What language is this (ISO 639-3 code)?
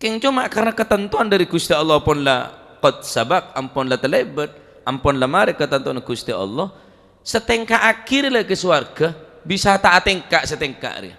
mad